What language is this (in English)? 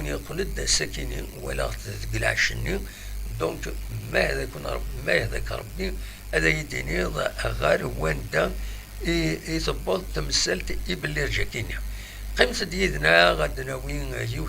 Kabyle